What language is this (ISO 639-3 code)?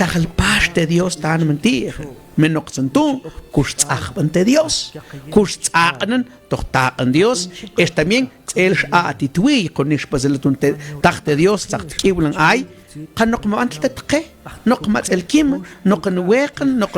mam